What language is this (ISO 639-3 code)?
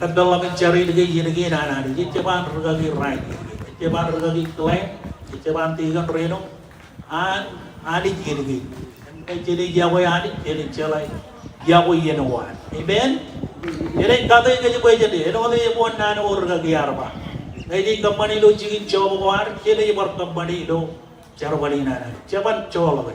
mah